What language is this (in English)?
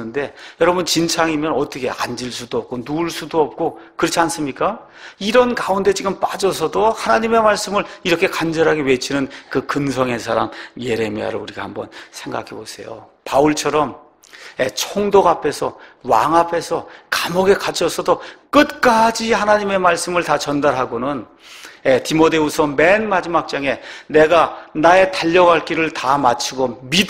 Korean